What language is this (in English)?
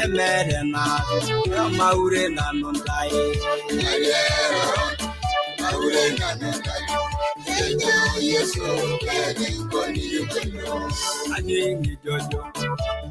Masai